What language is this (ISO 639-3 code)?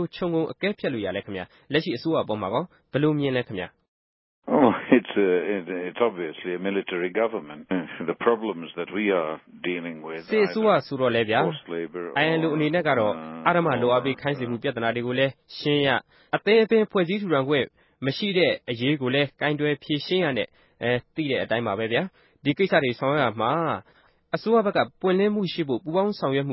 mya